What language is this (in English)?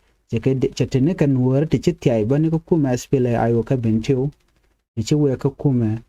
Nuer